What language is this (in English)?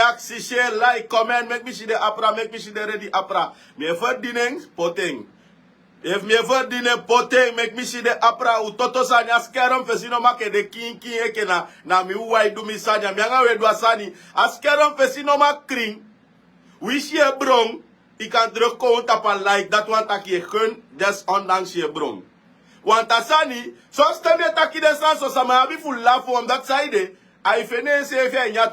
Sranan Tongo